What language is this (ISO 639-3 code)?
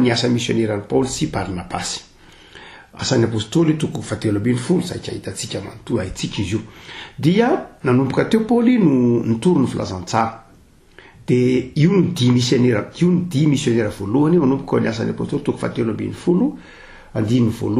mlg